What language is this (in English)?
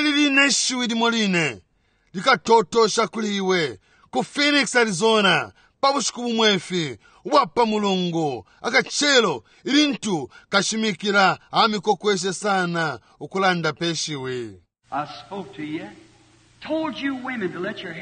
Bemba